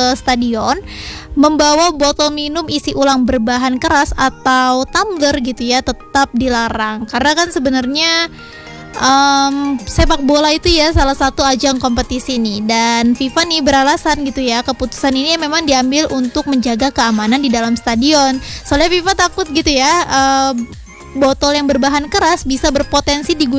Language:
Indonesian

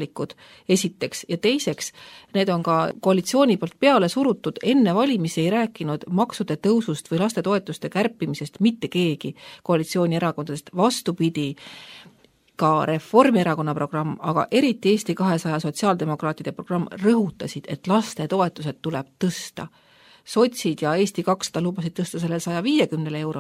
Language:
Estonian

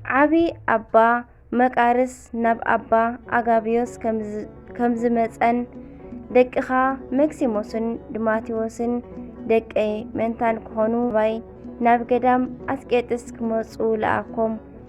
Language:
Tigrinya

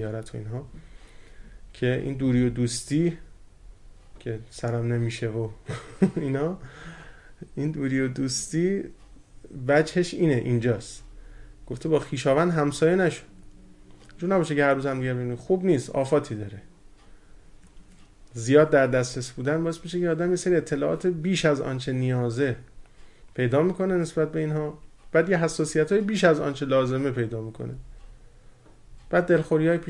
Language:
Persian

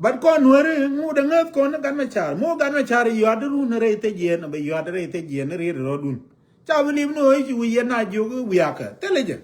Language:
Nuer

